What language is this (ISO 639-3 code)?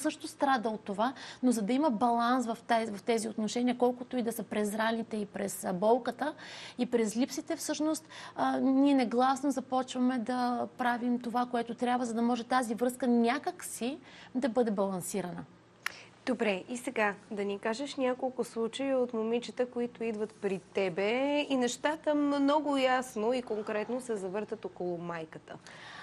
bul